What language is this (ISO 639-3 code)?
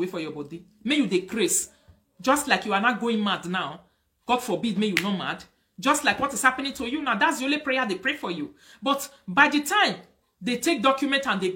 pcm